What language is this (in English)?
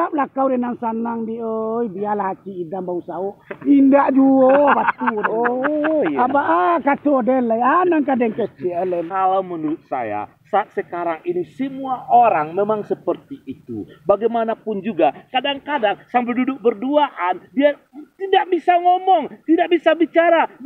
Minangkabau